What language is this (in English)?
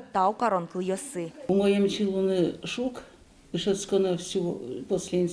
Udmurt